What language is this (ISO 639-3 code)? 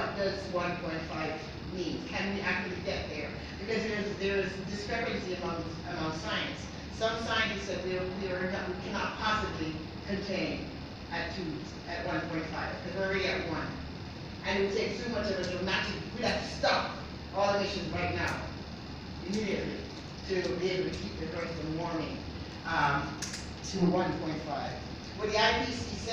eng